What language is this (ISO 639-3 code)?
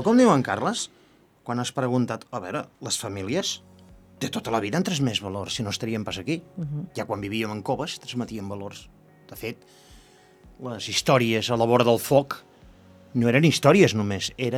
cat